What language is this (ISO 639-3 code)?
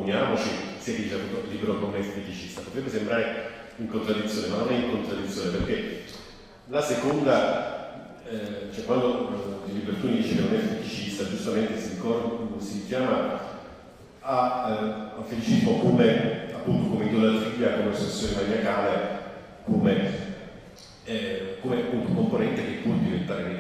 ita